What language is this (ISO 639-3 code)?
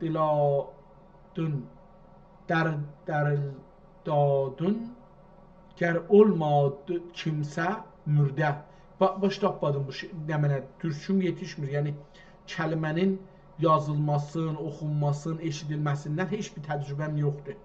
azb